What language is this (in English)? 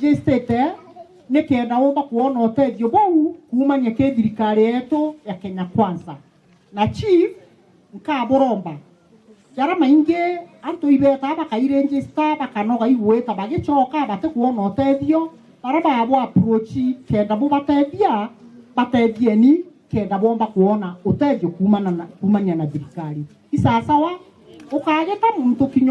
Meru